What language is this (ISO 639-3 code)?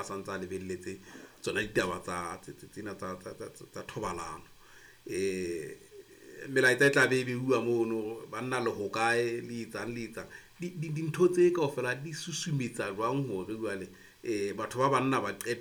sot